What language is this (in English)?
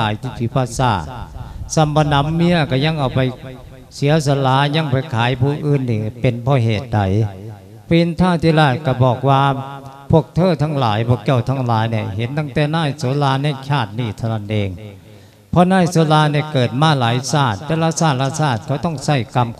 Lao